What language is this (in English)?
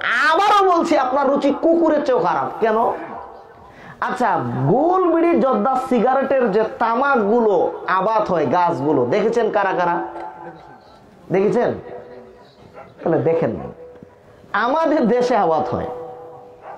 Bangla